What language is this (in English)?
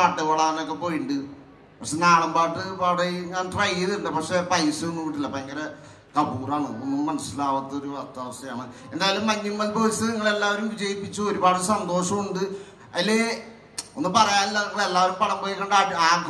Malayalam